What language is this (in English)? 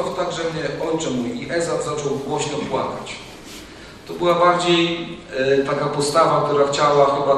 Polish